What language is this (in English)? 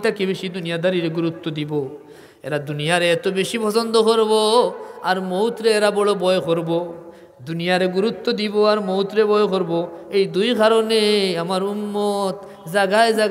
Sylheti